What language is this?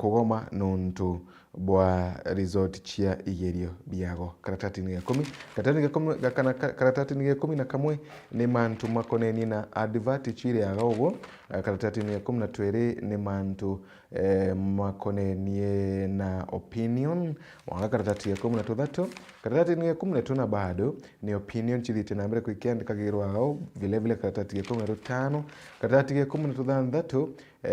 Meru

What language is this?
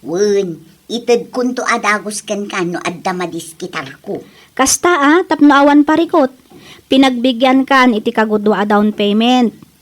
Iloko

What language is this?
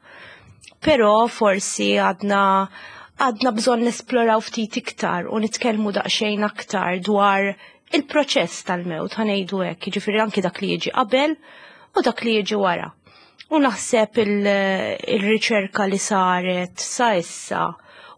Maltese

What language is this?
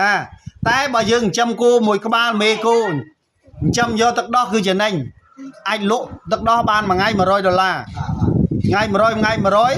Khmer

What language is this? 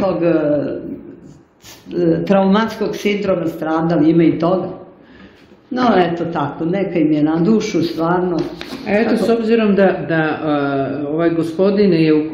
Serbian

